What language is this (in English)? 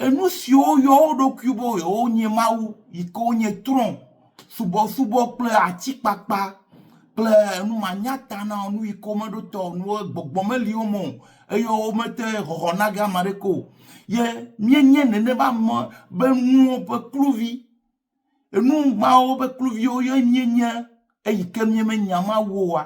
Ewe